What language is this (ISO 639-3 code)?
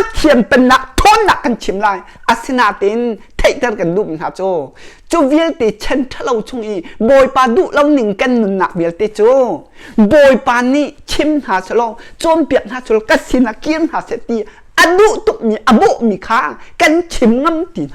cnh